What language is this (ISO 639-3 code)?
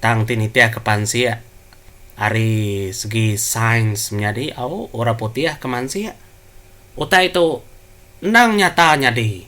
iba